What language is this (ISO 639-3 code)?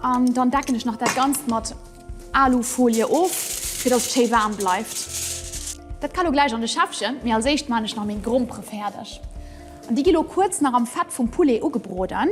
ltz